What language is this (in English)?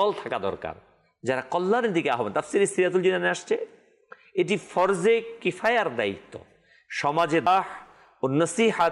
Bangla